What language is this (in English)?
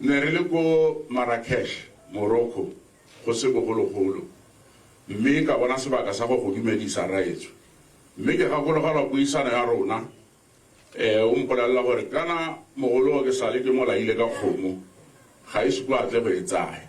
Tswana